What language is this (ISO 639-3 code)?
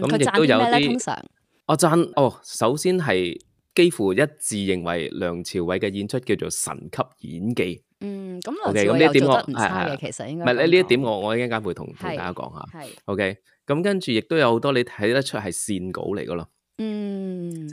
yue